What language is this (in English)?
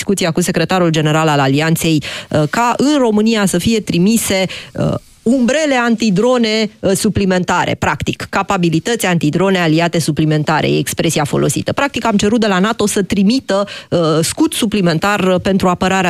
Romanian